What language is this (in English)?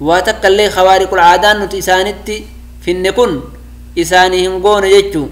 Oromo